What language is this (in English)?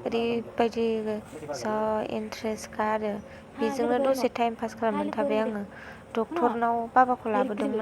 Bodo